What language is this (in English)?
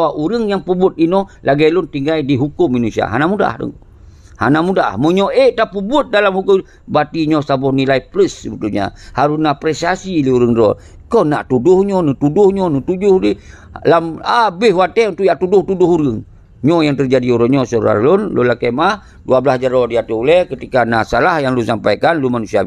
Achinese